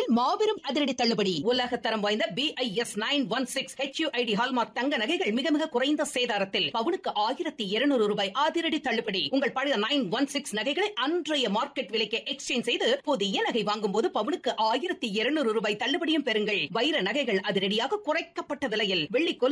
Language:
Tamil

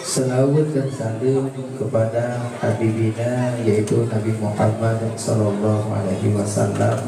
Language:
Achinese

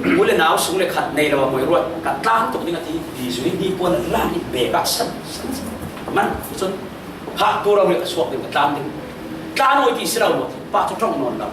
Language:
Falam Chin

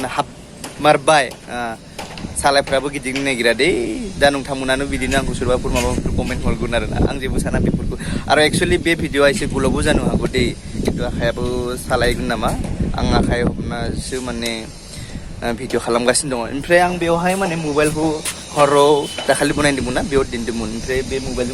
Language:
Bodo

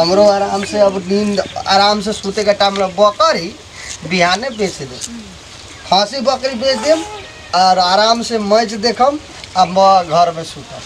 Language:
Bhojpuri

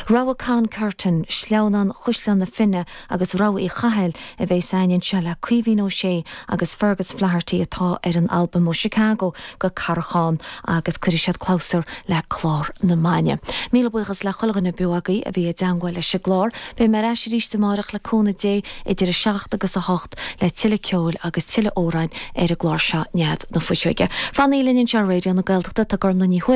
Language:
Irish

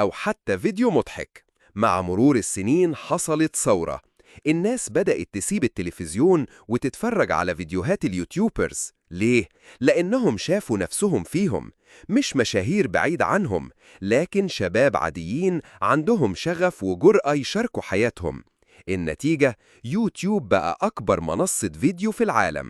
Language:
Egyptian Arabic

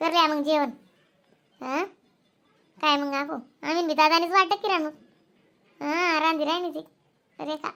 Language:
Khandesi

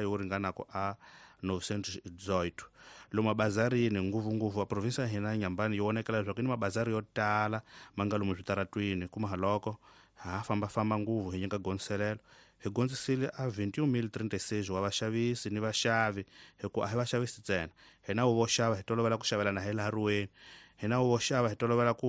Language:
Tsonga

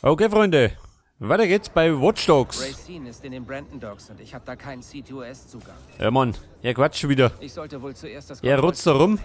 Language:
Bavarian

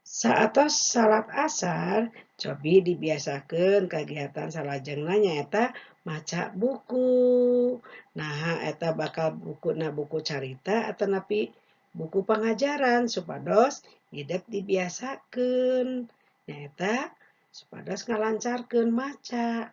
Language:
Sundanese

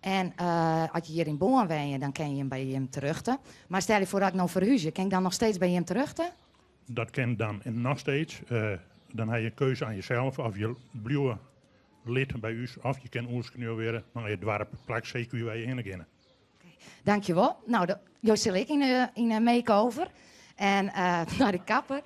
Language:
Western Frisian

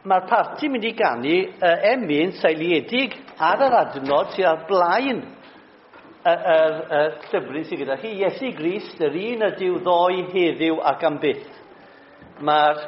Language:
Welsh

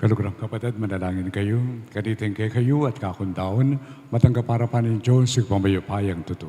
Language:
Pampanga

